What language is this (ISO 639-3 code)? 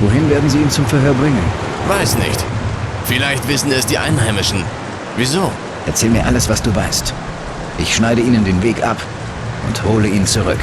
bar